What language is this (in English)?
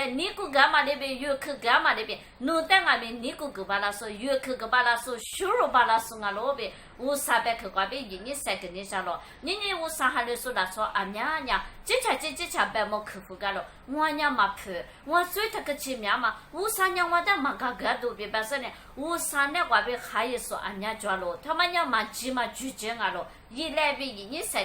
Lisu